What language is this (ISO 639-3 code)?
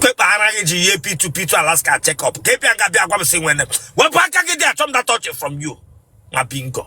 ibo